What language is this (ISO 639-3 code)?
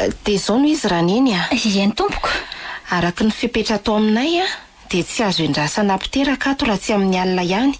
mlg